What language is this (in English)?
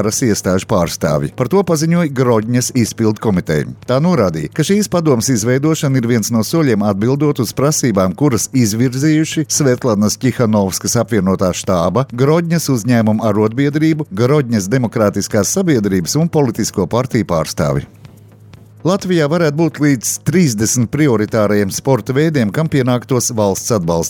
Latvian